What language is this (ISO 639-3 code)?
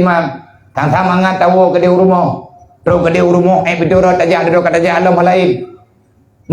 ace